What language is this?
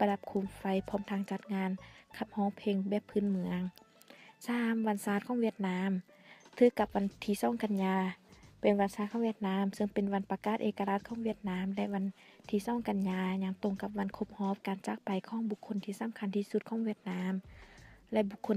Lao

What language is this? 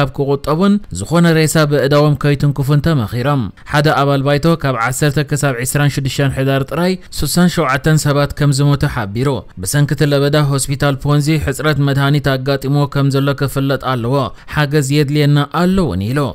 Tigrinya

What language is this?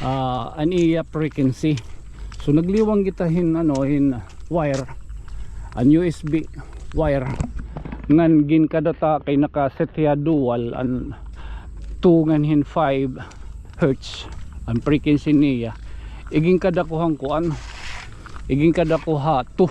Waray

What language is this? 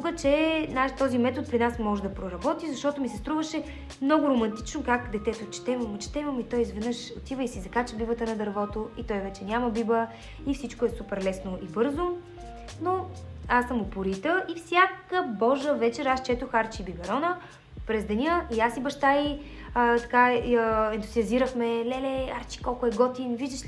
Bulgarian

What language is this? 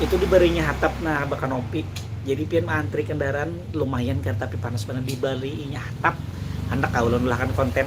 Banjar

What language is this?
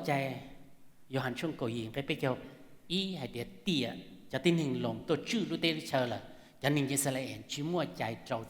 Hmong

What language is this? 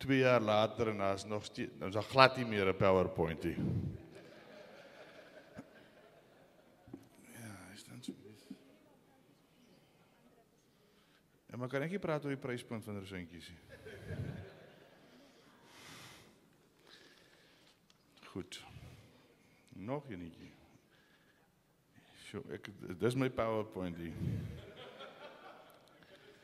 Afrikaans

